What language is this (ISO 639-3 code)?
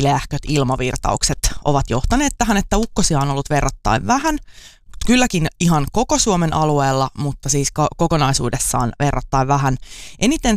fin